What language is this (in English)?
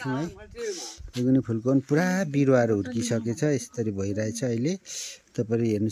Nepali